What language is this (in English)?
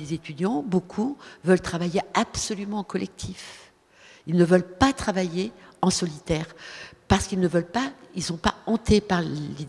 French